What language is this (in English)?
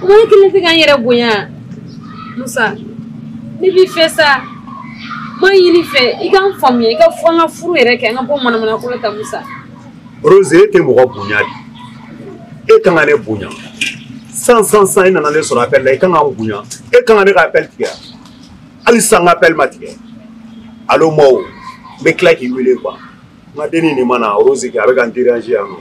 Bambara